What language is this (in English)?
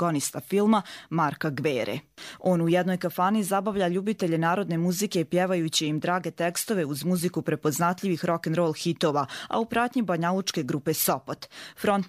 Bosnian